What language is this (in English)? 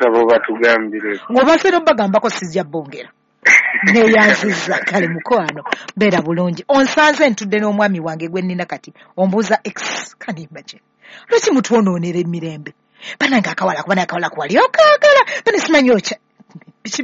Ganda